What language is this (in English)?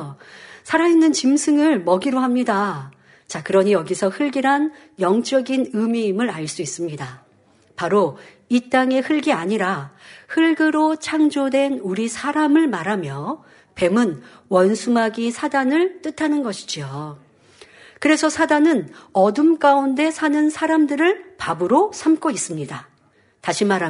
Korean